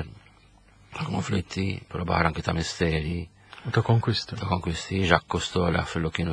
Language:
Maltese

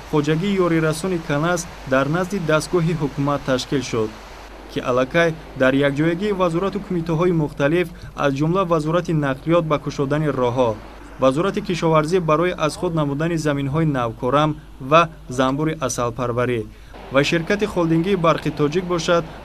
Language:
Tajik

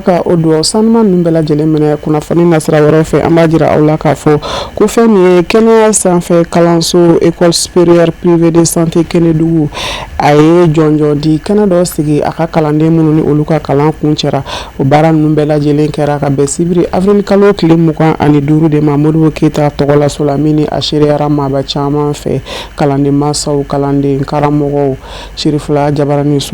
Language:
Bambara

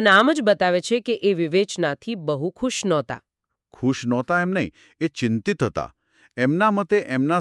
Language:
Gujarati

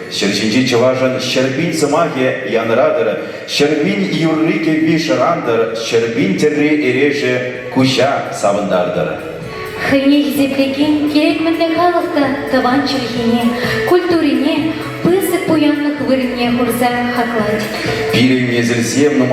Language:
Chuvash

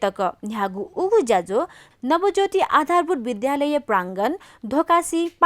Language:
Newari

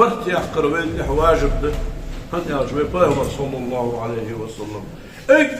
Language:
Ingush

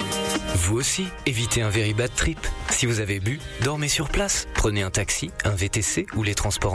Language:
French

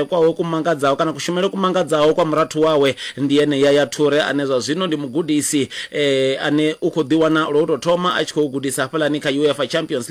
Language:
Venda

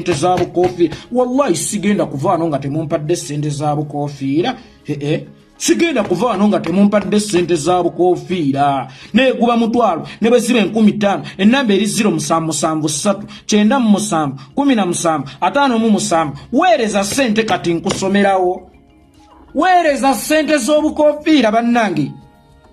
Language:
Ganda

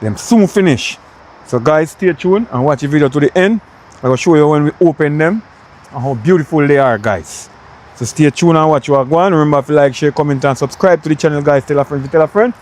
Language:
Jamaican Creole English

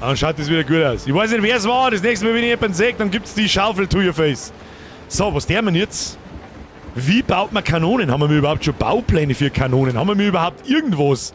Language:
Bavarian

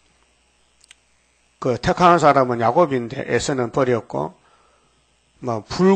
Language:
Korean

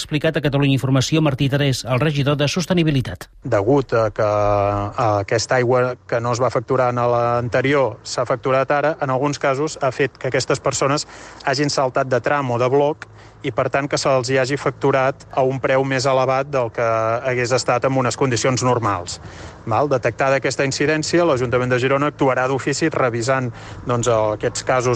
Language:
Catalan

